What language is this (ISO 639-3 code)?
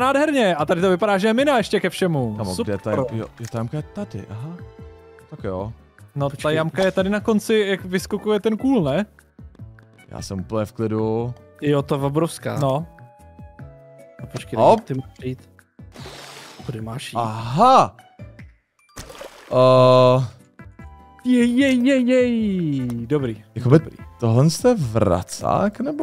ces